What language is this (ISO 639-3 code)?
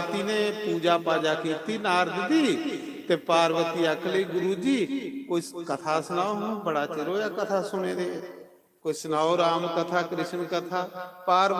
doi